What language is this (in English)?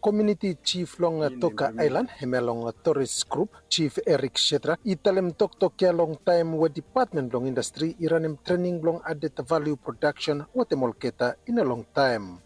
Bislama